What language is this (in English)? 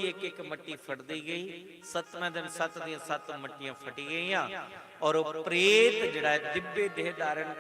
Dogri